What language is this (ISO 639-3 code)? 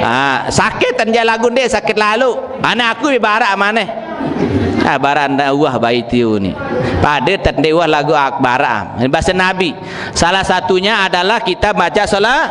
sas